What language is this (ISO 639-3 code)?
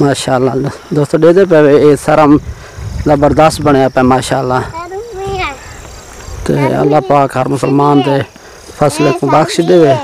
skr